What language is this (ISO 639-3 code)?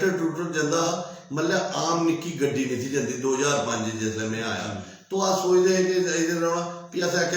doi